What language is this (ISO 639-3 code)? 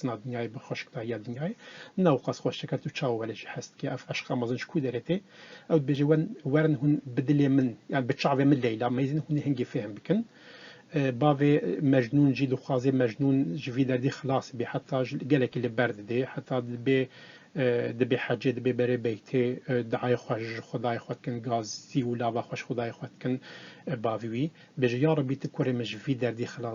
kur